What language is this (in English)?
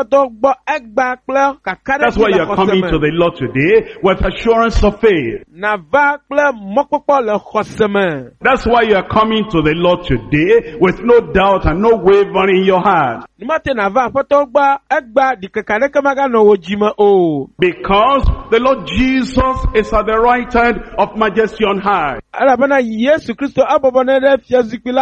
Ewe